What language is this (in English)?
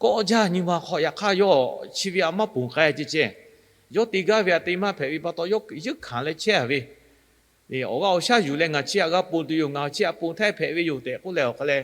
Lahu